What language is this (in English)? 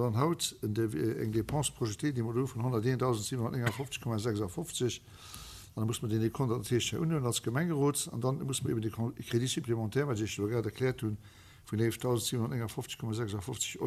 Luxembourgish